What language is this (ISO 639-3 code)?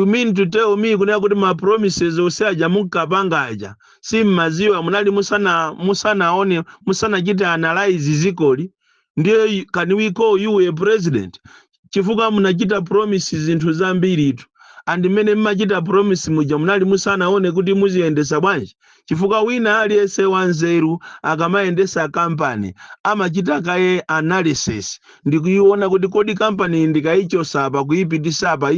nya